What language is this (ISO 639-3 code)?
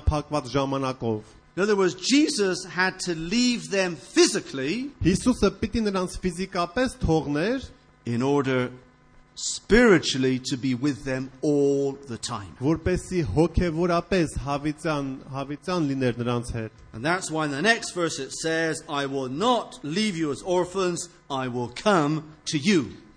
hye